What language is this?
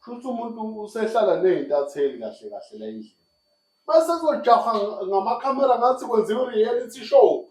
Zulu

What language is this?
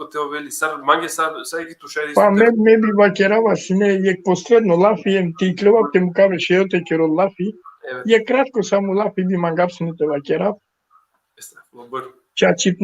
Balkan Romani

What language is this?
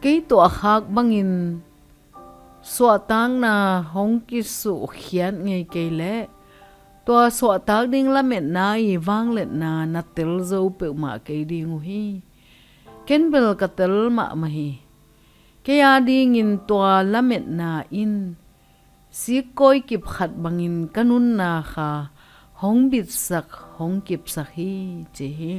Tedim Chin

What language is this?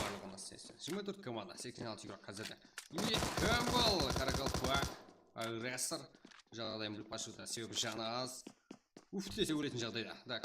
Kara-Kalpak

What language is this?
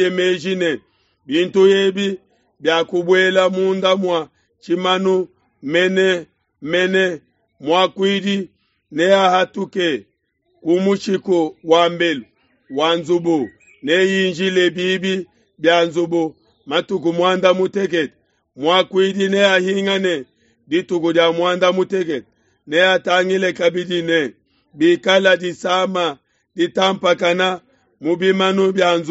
Luba-Lulua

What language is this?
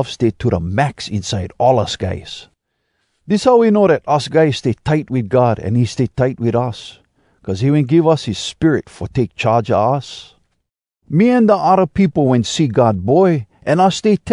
Hawai'i Creole English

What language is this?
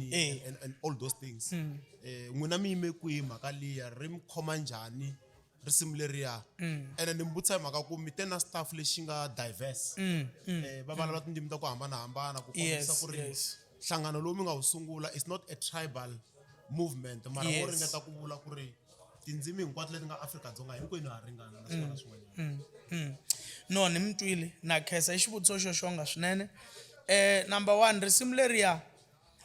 Tsonga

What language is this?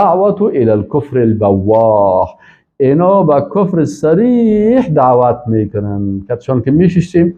Persian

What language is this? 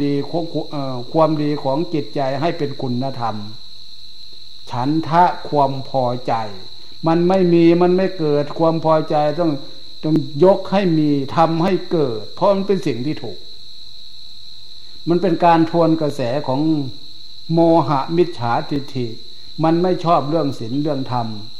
Thai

